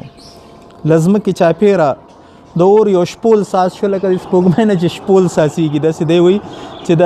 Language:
Pashto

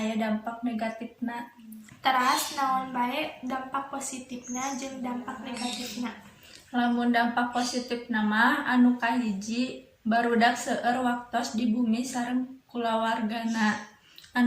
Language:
Sundanese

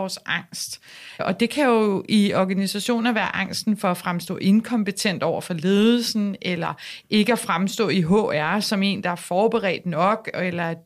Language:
Danish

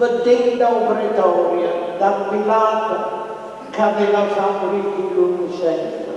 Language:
Neapolitan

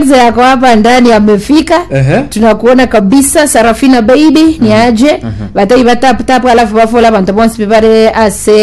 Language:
Gusii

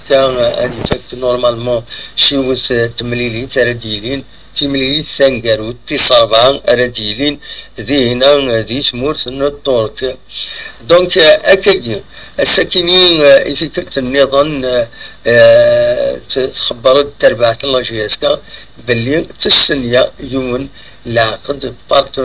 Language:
Kabyle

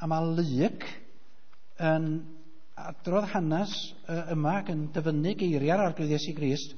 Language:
Welsh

